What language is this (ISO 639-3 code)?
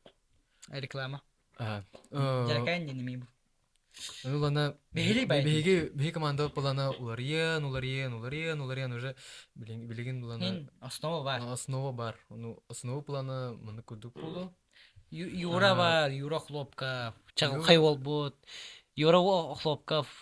sah